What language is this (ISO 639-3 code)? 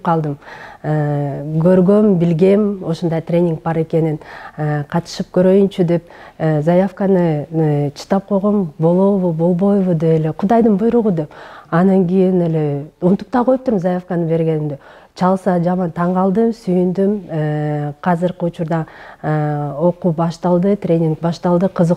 kir